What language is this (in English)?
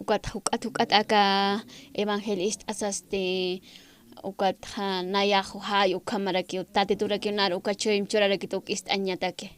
Aymara